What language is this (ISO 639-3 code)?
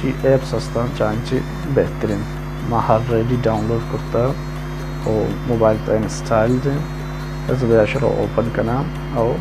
bal